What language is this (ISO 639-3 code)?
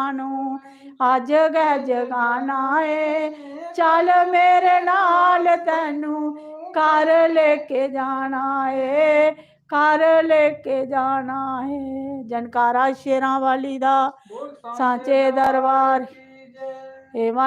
doi